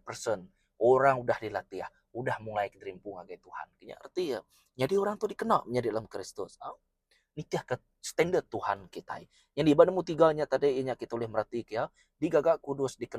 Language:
Iban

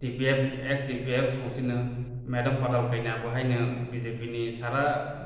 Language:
Kok Borok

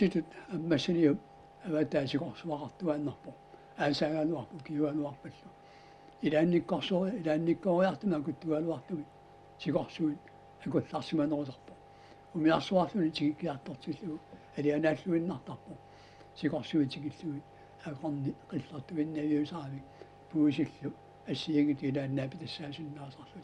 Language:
Kalaallisut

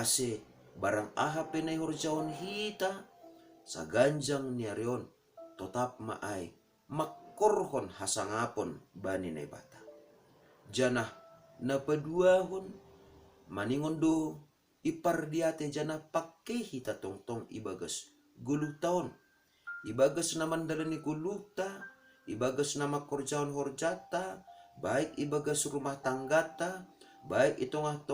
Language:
Batak Simalungun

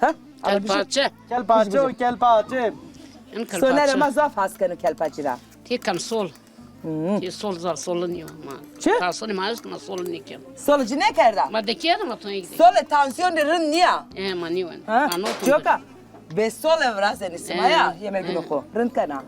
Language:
Zaza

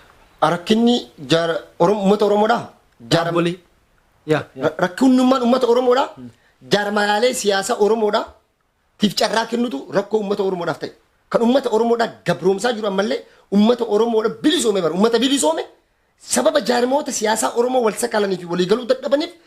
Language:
Oromo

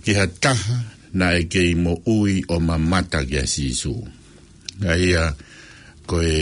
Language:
Tongan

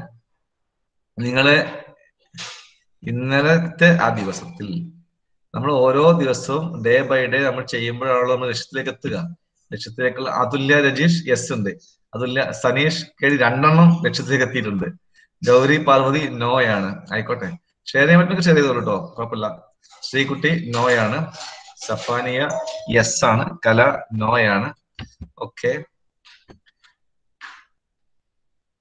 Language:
Malayalam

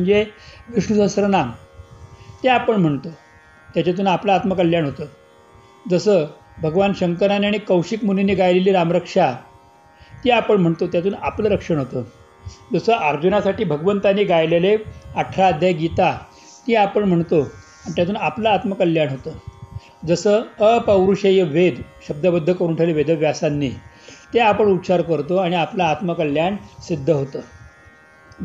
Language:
Marathi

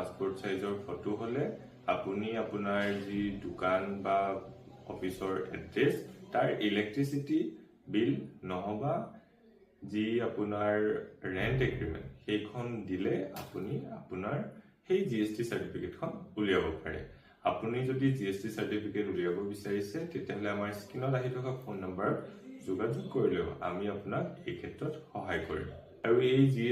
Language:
Assamese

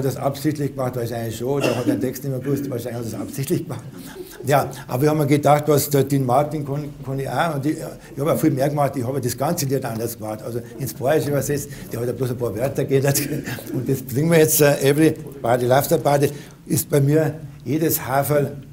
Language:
Bavarian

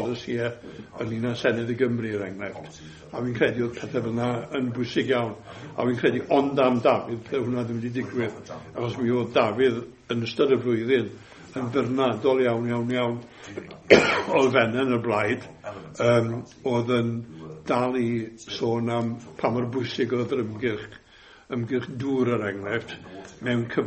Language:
Welsh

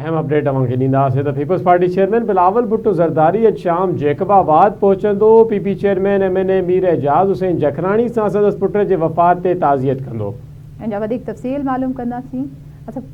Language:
Sindhi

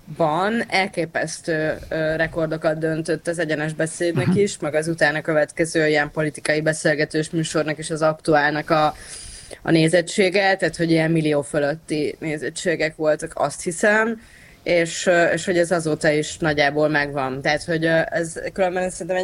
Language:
Hungarian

